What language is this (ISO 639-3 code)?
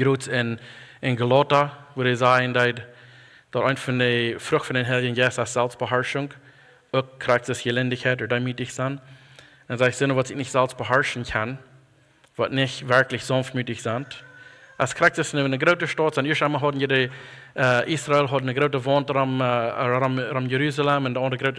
pdt